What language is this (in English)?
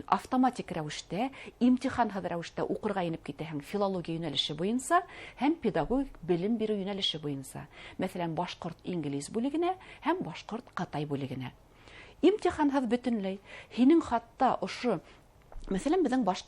Bashkir